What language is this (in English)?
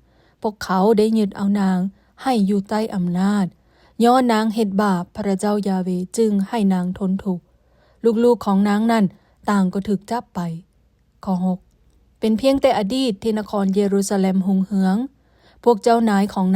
Lao